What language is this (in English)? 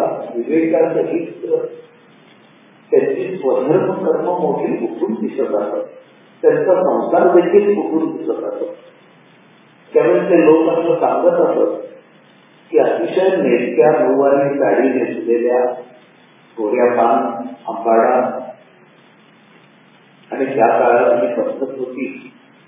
Marathi